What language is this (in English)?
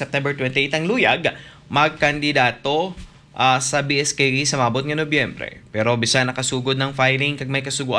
Hiligaynon